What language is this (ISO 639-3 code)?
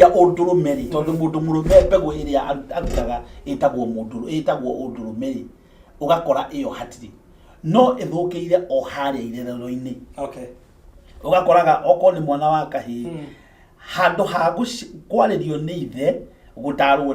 kik